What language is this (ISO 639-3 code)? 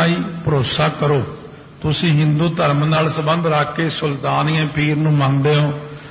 pan